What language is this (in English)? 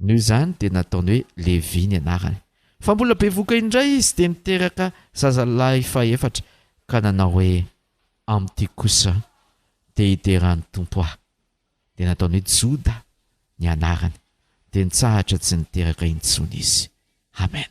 Malagasy